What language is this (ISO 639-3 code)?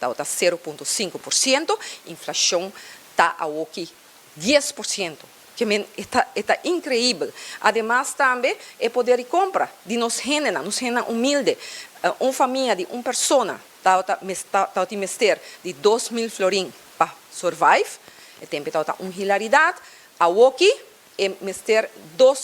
pap